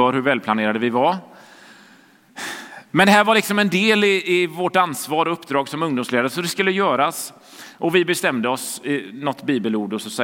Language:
Swedish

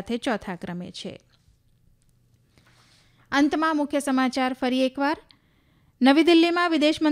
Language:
Gujarati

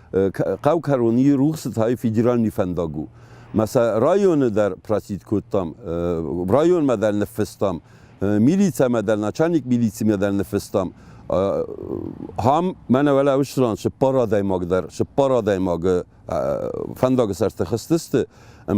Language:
Ossetic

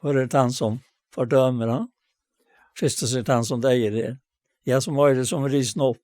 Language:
Faroese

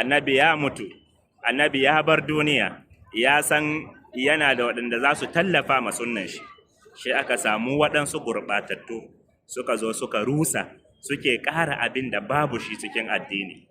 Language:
Hausa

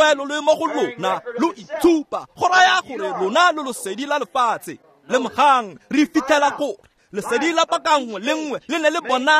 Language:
Tswana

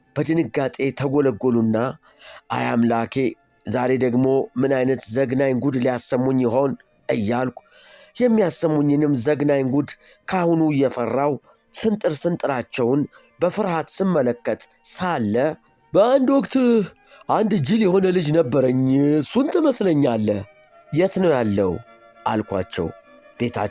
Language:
Amharic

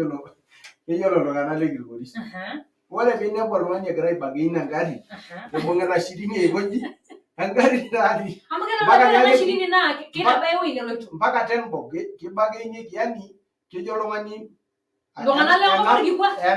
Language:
Masai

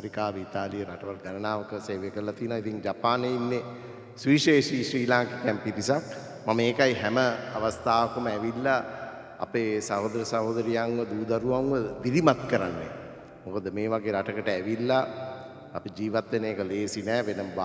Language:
Sinhala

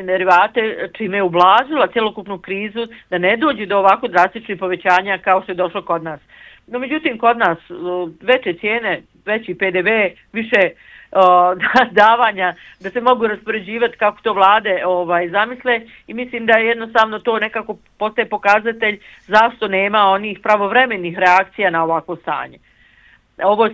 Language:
Bosnian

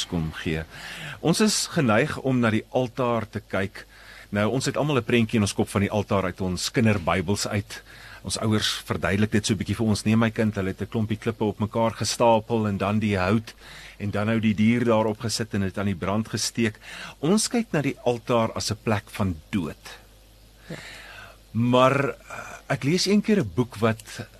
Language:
Afrikaans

